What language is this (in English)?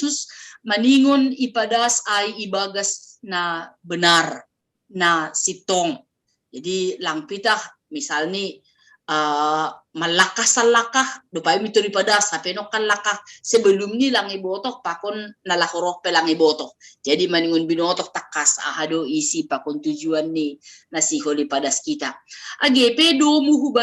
Batak Simalungun